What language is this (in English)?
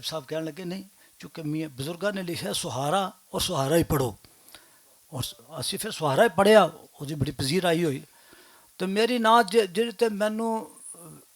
Western Panjabi